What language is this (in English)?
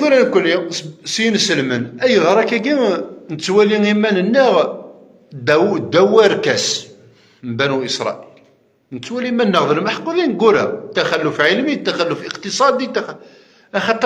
Kabyle